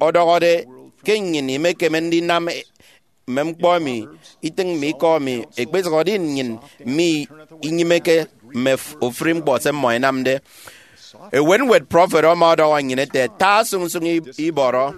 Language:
Efik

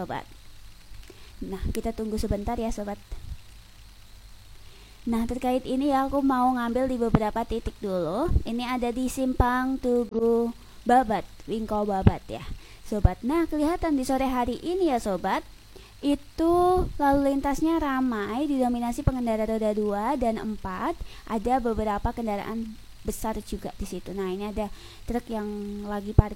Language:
Indonesian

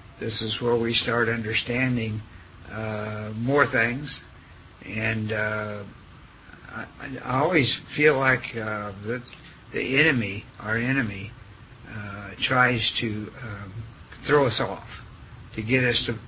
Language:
English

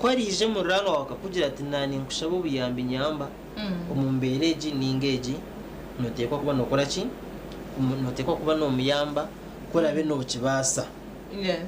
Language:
Nyankole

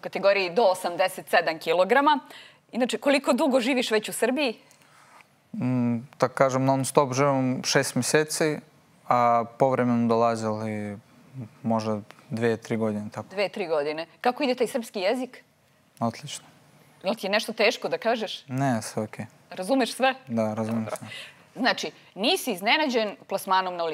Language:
Serbian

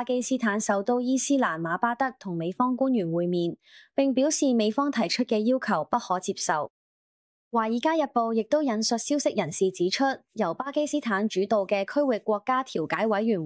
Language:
Cantonese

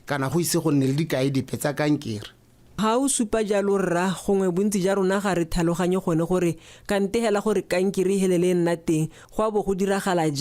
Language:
Tswana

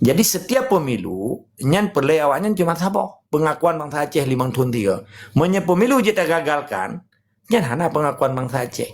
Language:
Achinese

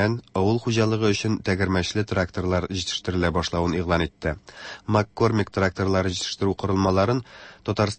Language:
Tatar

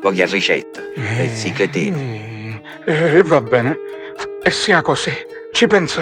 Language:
Sicilian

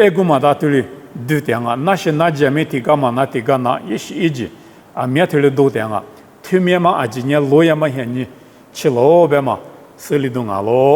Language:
Lisu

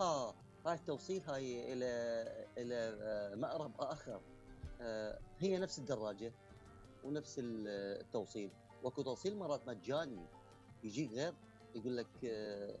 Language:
Mesopotamian Arabic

